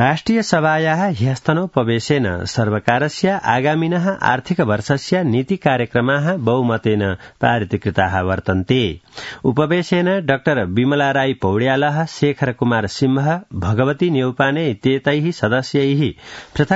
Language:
Sanskrit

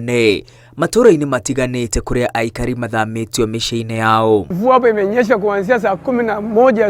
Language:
Kikuyu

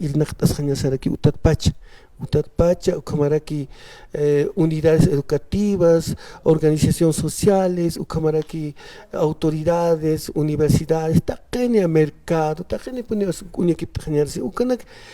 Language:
Aymara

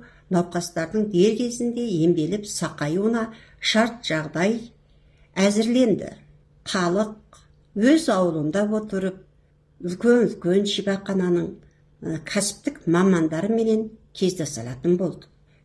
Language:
Kazakh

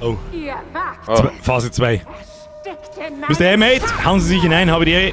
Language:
Bavarian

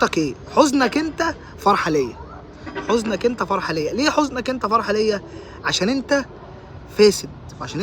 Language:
Egyptian Arabic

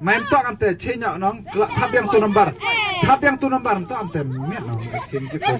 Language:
Khasi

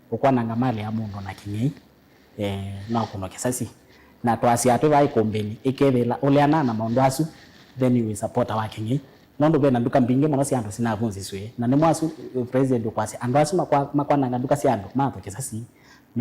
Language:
Kamba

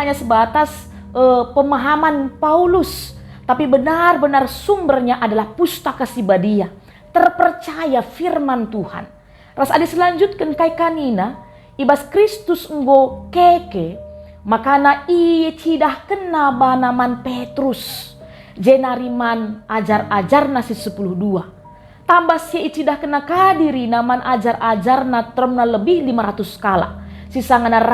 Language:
Batak Karo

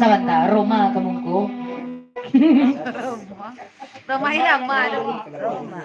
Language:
Minangkabau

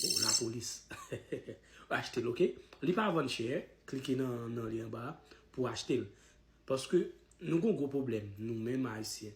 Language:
Haitian Creole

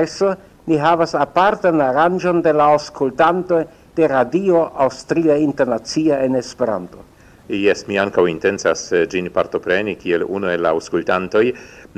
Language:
Esperanto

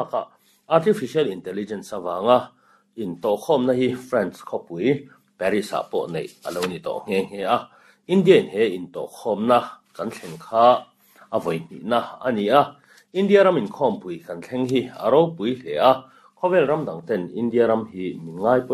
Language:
Mizo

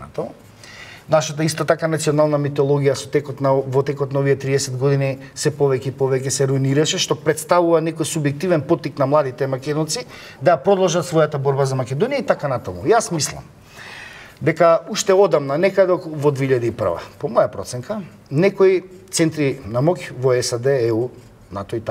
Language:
Macedonian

